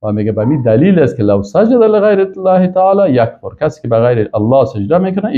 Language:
Persian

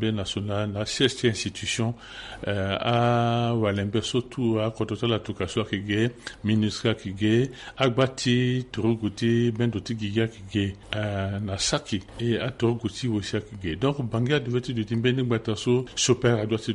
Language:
Sango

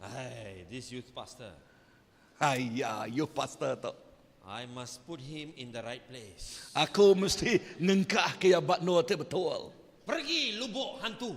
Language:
Iban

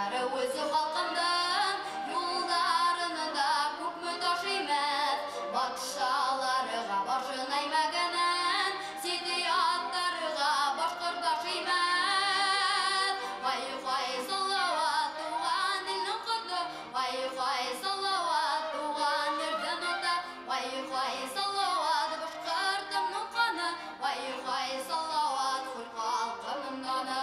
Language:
Bashkir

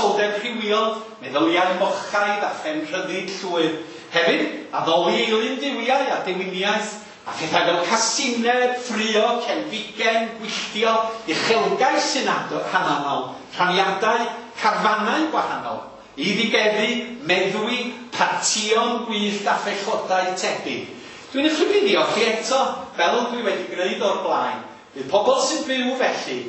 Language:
Welsh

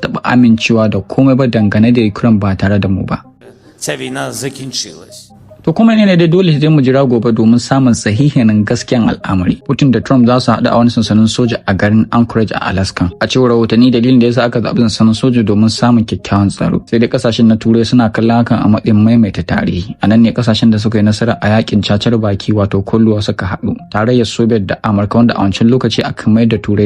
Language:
Hausa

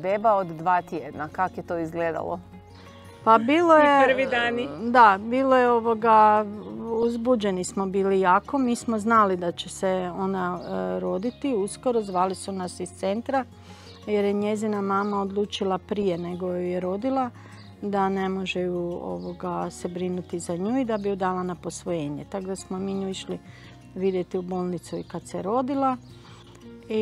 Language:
Croatian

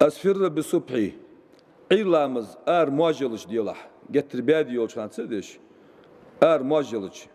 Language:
Ingush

